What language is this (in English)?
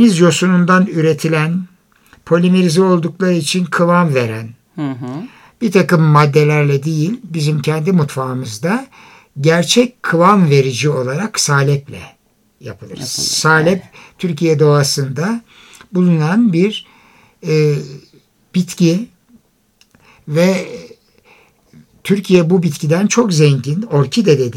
Turkish